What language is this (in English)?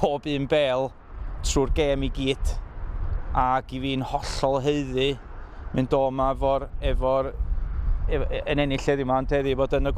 Welsh